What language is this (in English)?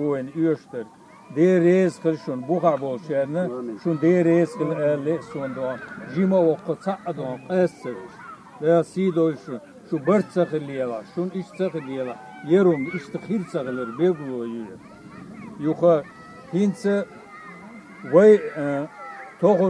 Chechen